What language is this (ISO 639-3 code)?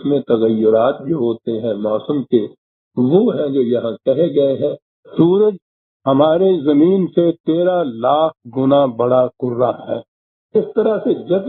urd